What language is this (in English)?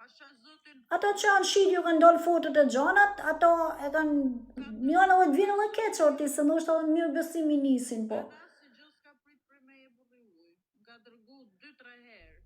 Albanian